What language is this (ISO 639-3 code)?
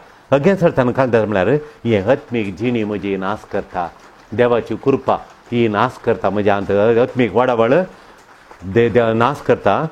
kok